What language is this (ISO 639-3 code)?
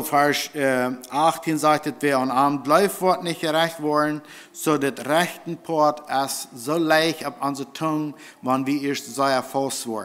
pdt